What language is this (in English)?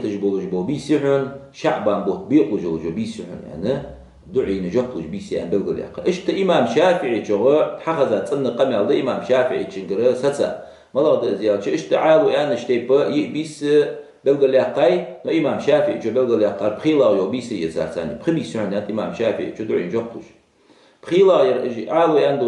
Ingush